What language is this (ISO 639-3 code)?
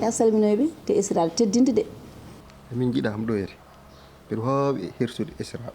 ful